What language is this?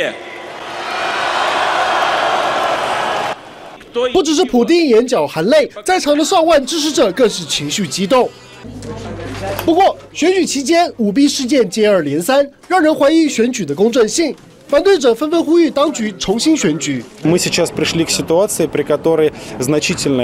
Chinese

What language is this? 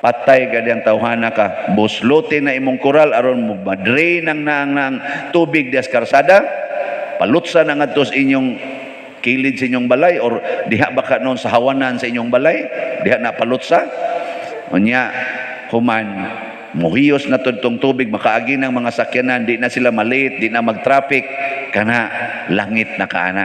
Cebuano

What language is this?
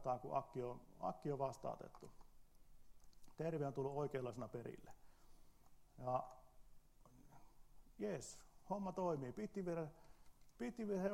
Finnish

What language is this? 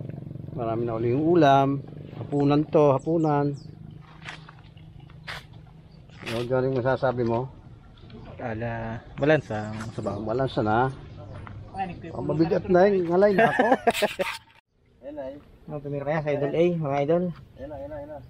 Filipino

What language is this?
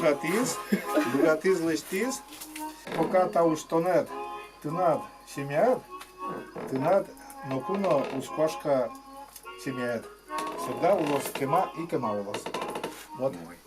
Udmurt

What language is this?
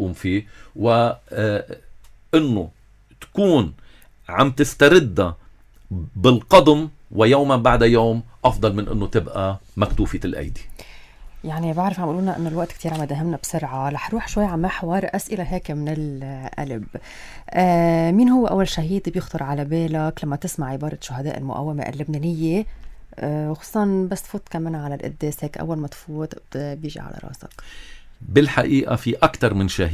North Levantine Arabic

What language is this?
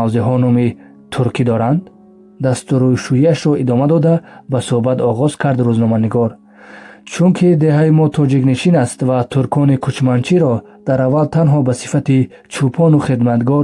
Tajik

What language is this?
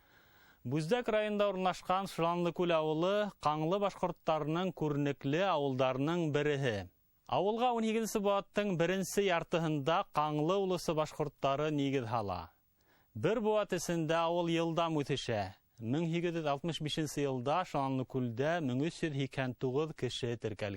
Bashkir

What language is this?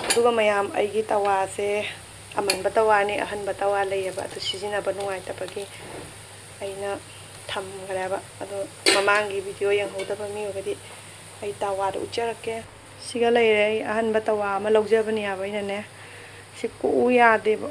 Manipuri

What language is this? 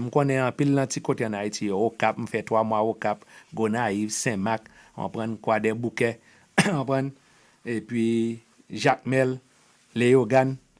Haitian Creole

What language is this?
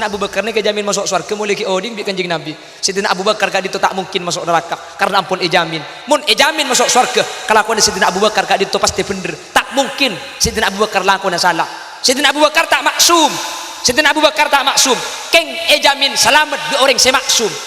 Madurese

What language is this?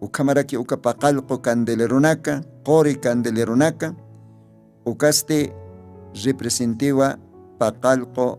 Aymara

